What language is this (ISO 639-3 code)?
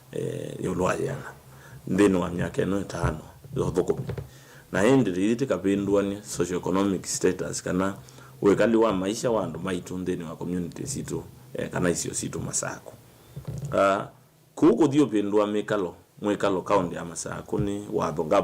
kam